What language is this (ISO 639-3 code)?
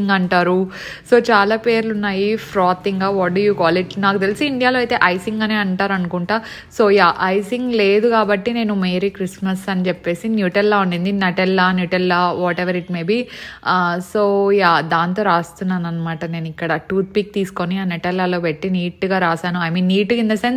tel